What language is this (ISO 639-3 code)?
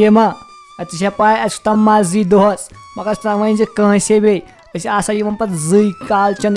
kas